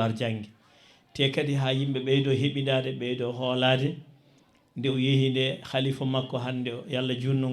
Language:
Fula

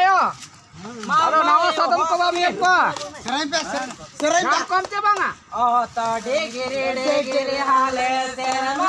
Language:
Santali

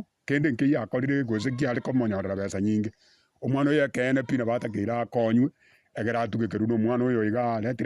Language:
Gusii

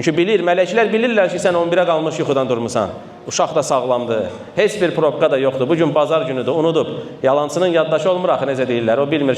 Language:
Azerbaijani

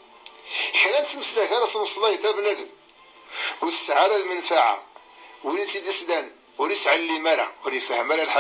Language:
Kabyle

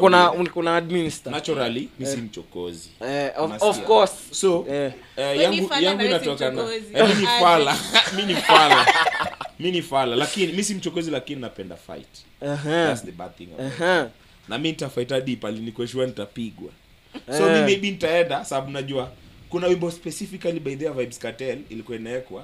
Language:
Swahili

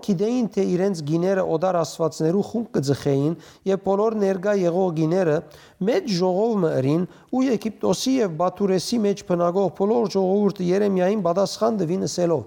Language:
Western Armenian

